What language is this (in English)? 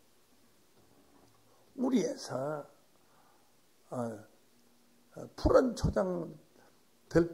Korean